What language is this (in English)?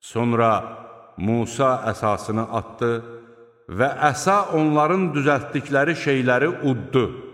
Azerbaijani